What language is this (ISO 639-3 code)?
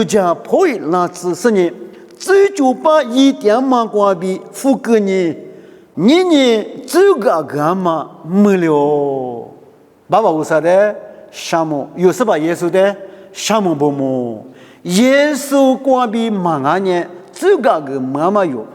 lis